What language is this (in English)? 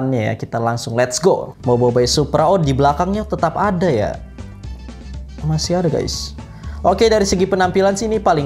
Indonesian